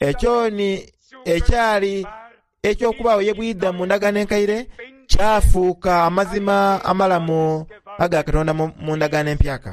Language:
Soga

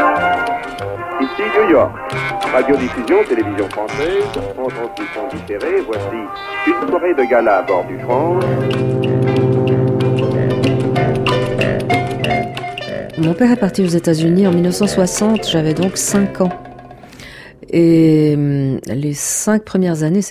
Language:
French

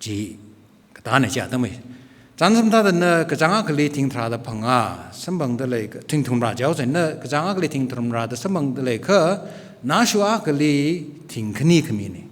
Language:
Tangkhul Naga (India)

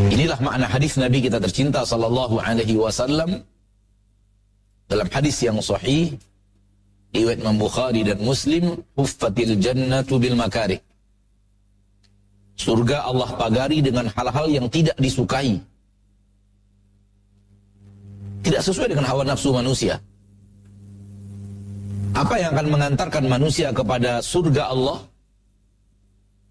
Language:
Indonesian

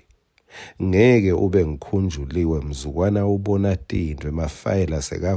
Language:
Swati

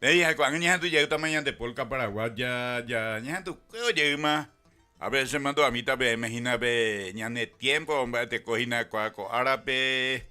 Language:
Guarani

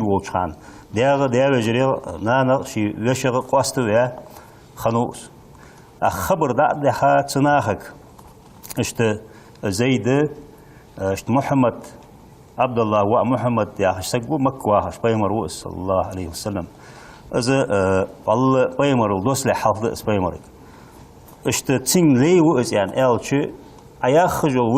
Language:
Ingush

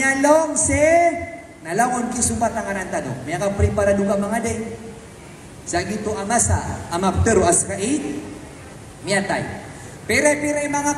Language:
Maranao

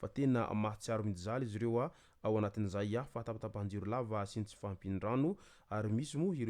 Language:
Malagasy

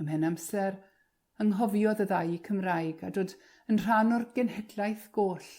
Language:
Welsh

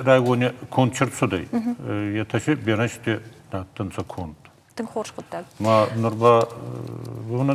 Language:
Ossetic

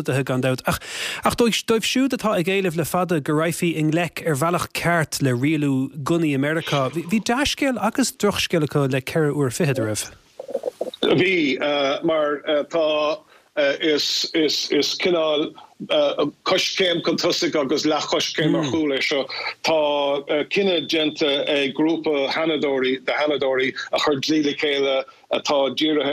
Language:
Irish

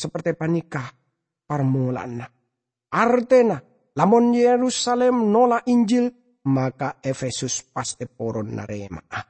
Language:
Madurese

